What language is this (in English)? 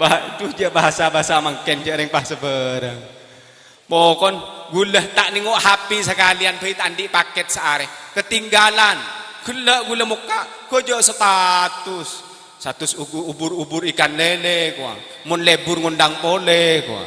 Madurese